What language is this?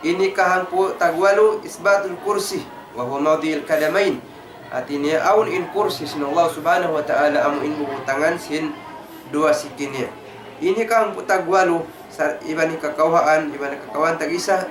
Tausug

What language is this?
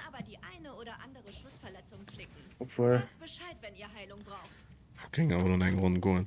Luxembourgish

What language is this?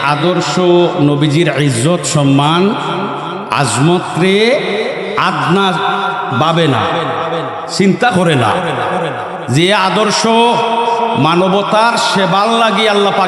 Sylheti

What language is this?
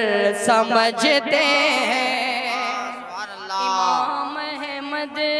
Hindi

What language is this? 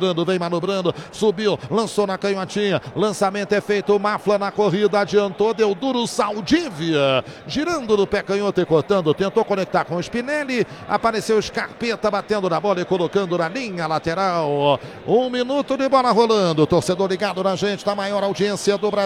Portuguese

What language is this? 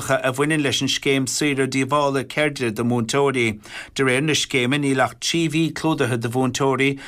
Irish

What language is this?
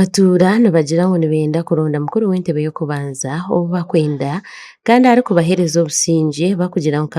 Nyankole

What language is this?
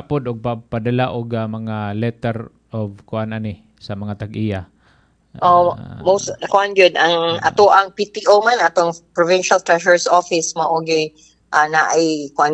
Cebuano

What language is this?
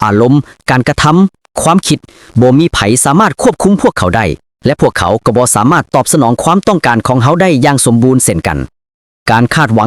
Lao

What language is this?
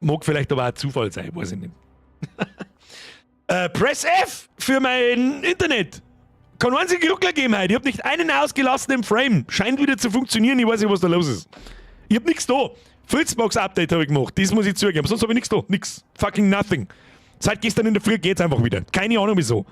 Bavarian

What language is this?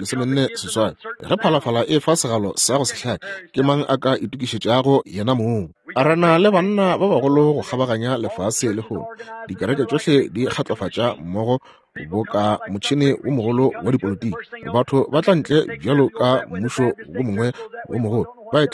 Northern Sotho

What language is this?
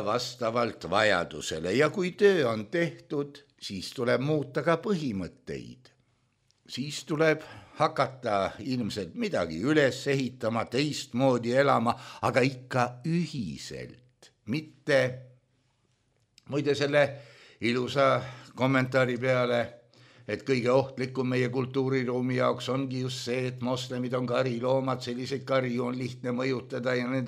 Estonian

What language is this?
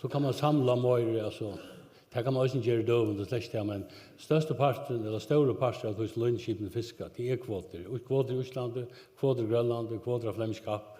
Faroese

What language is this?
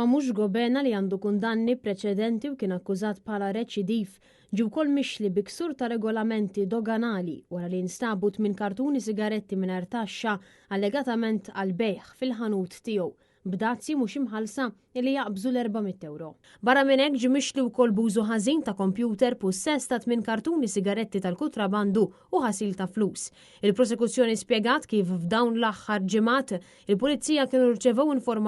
Maltese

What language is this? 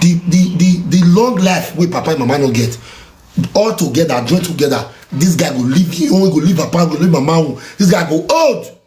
Nigerian Pidgin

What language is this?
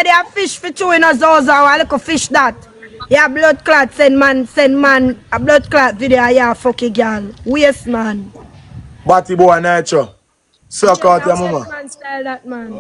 Jamaican Creole English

